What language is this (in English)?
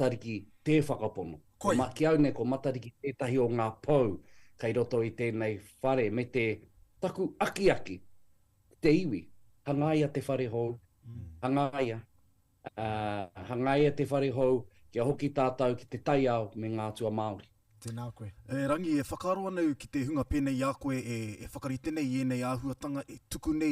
Māori